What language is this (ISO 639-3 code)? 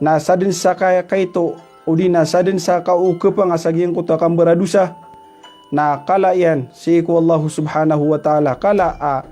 mrw